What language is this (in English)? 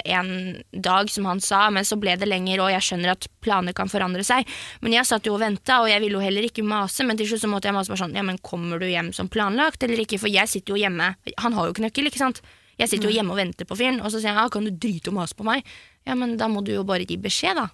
Norwegian